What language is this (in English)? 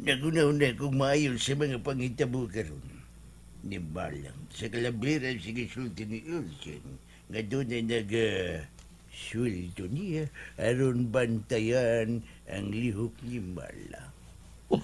Cebuano